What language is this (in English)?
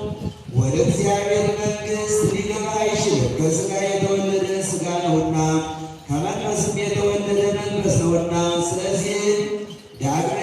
Amharic